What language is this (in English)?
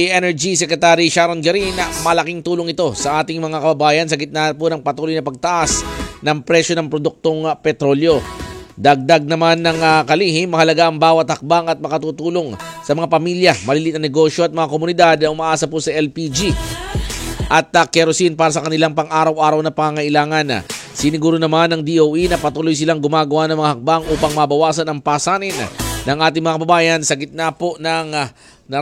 Filipino